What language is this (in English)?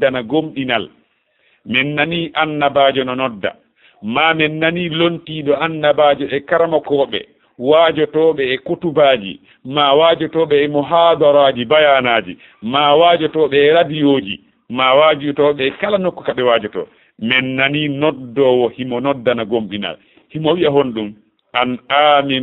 Fula